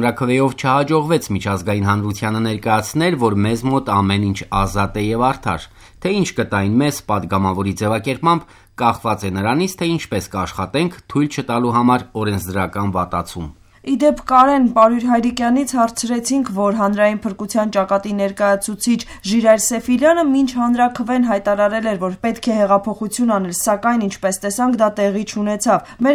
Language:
Armenian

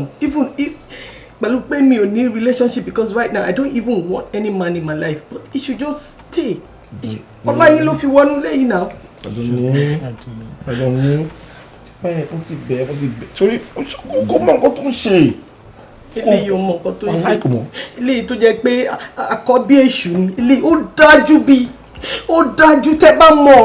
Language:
Yoruba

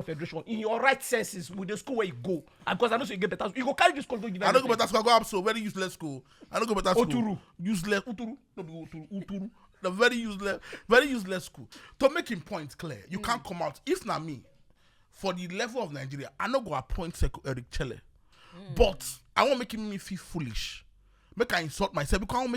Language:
Nigerian Pidgin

